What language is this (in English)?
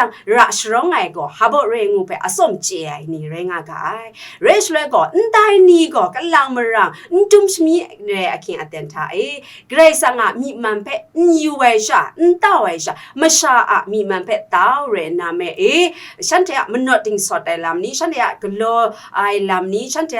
Kachin